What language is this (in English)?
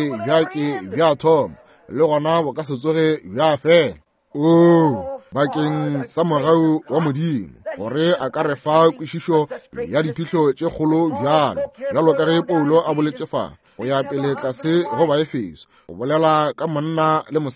Northern Sotho